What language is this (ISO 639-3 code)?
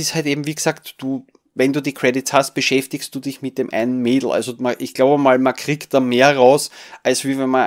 deu